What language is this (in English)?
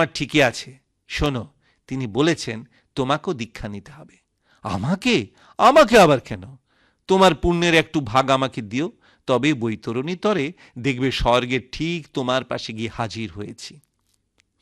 Bangla